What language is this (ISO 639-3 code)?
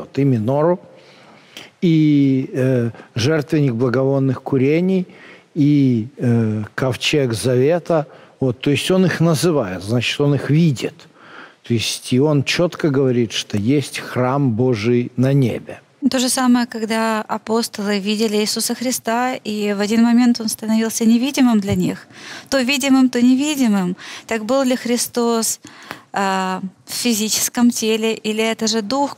rus